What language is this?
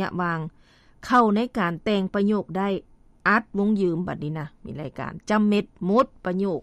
Lao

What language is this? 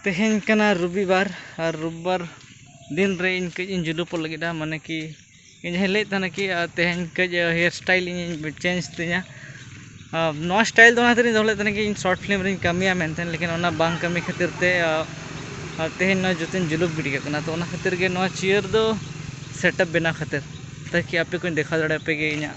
Santali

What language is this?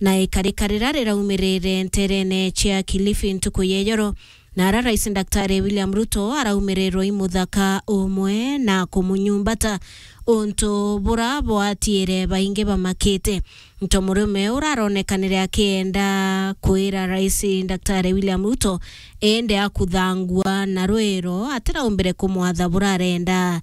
Meru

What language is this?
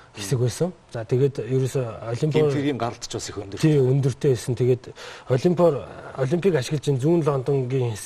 Mongolian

